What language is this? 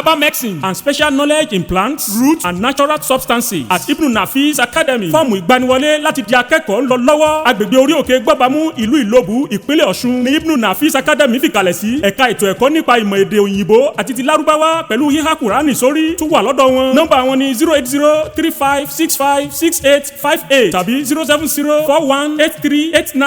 Yoruba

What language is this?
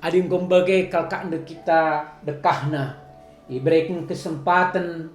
Batak Karo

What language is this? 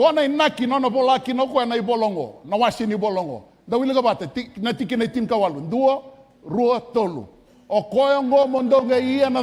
Fijian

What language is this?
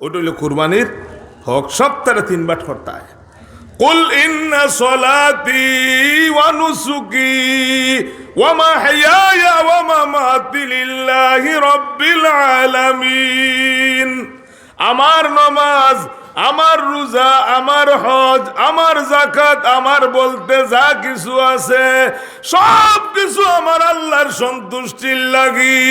Sylheti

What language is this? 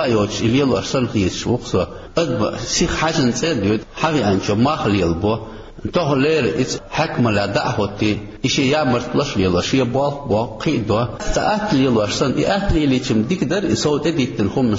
Chechen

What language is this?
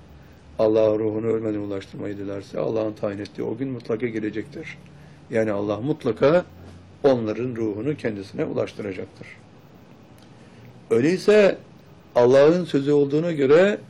Turkish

